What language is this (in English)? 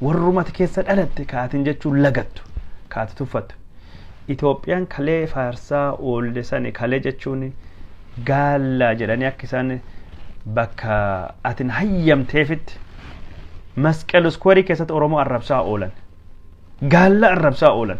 Oromo